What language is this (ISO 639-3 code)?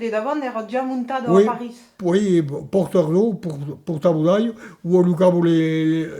oci